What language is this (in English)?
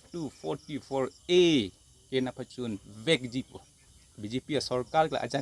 Karbi